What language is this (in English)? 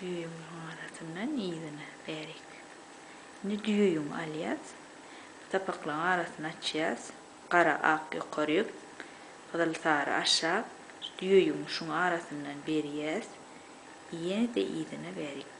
Turkmen